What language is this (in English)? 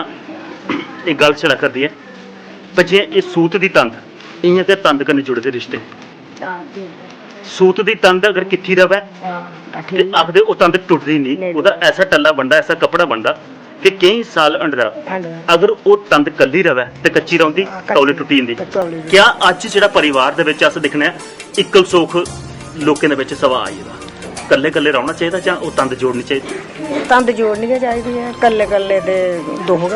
Dogri